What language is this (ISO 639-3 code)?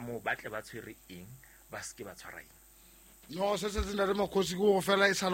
sot